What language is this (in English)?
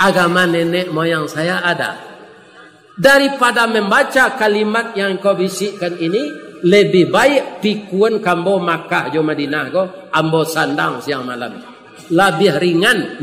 Minangkabau